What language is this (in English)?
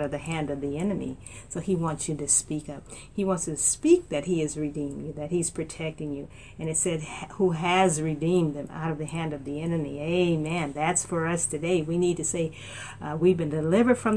English